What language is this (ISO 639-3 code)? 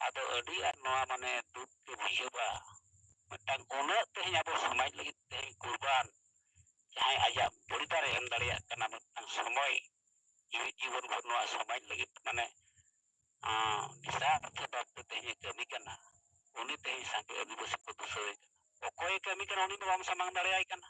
sat